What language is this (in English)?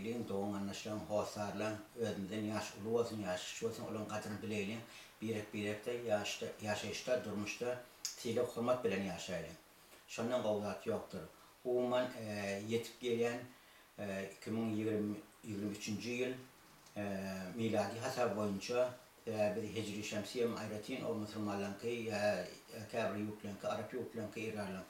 Turkmen